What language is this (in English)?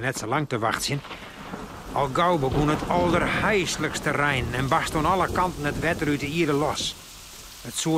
Western Frisian